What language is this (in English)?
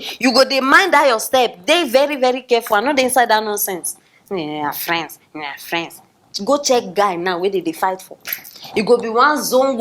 Nigerian Pidgin